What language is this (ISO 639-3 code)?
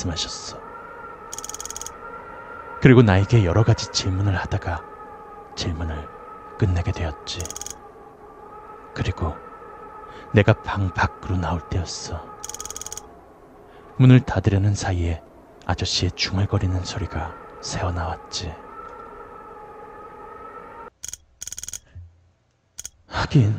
kor